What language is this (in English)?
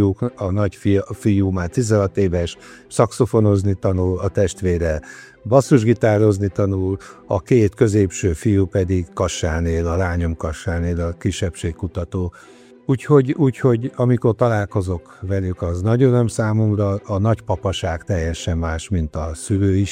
Hungarian